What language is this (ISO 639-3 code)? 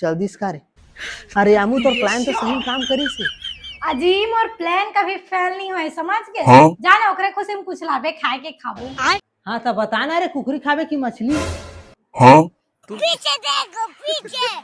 hne